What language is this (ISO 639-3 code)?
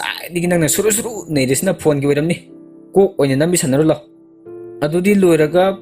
mni